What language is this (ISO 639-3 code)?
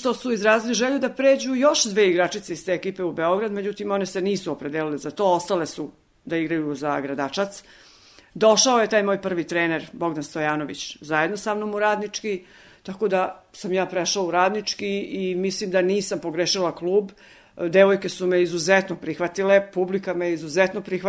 srp